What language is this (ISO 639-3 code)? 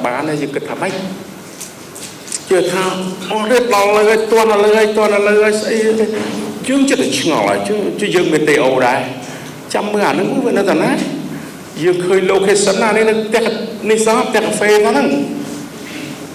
khm